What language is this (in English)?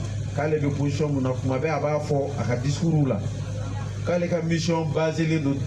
Bambara